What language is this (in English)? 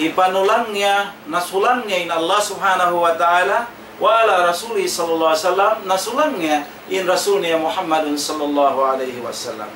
Tausug